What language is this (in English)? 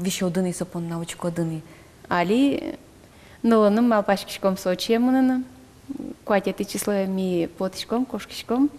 Udmurt